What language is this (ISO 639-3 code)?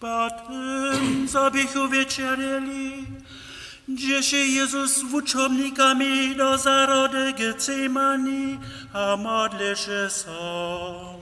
hsb